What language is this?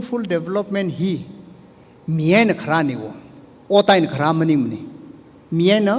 Tangkhul Naga (India)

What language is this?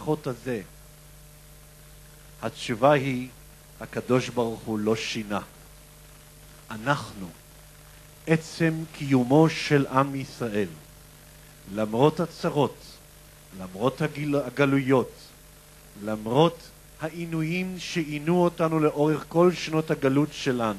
Hebrew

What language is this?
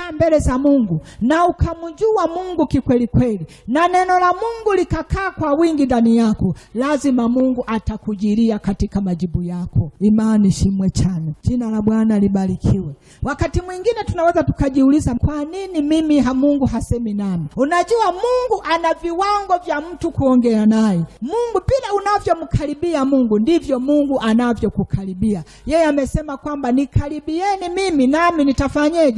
Swahili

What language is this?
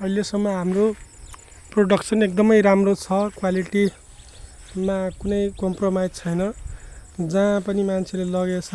Nepali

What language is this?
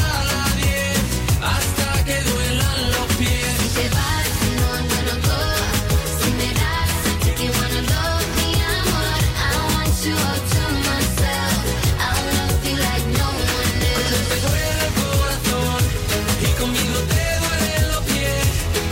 German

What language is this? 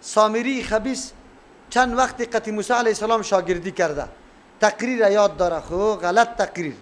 Persian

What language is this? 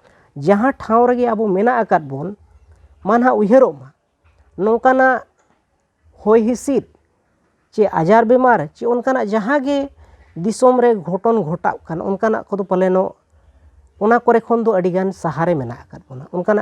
Santali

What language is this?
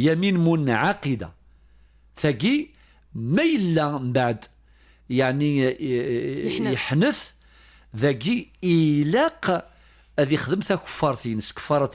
Kabyle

